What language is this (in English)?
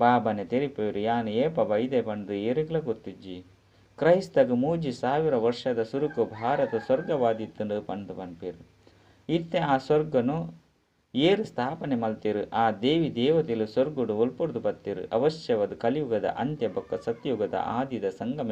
Tulu